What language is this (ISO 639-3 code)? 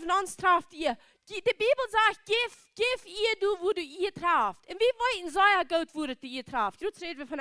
pdt